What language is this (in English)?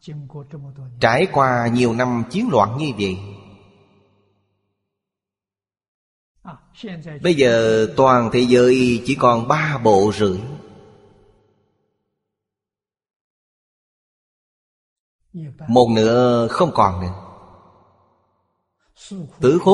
Vietnamese